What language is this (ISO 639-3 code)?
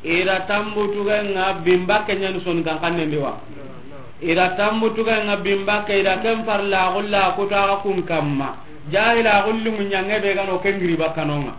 snk